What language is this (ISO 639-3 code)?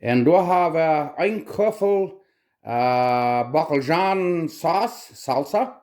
pdt